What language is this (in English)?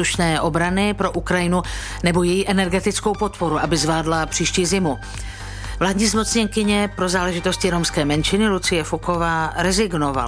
Czech